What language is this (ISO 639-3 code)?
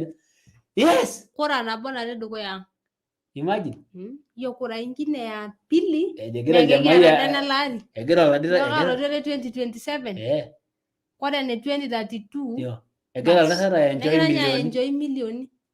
mas